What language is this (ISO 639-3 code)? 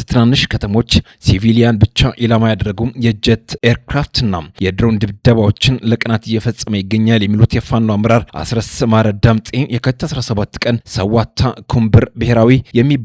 amh